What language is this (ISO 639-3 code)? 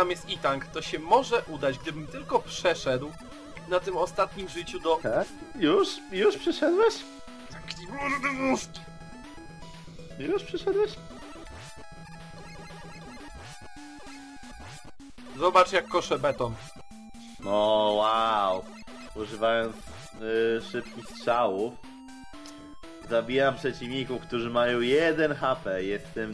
pol